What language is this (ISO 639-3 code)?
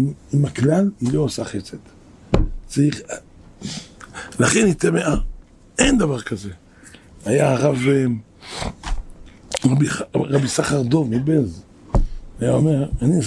heb